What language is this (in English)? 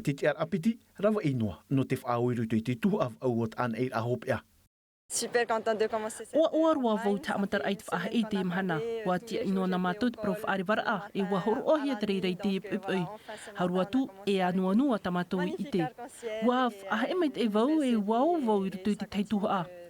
Tahitian